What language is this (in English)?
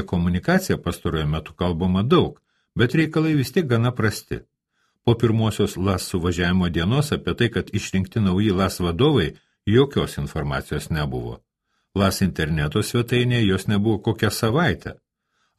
Lithuanian